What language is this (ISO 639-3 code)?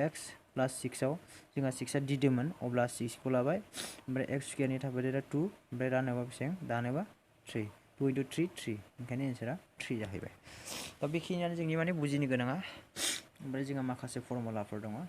brx